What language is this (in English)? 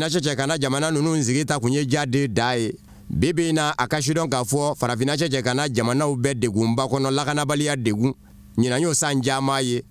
Bambara